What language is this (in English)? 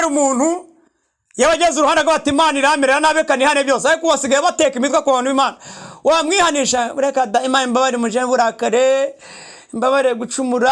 Kinyarwanda